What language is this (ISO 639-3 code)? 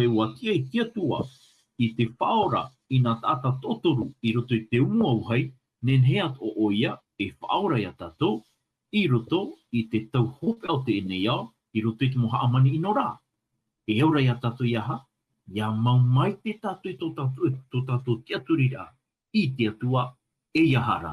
tah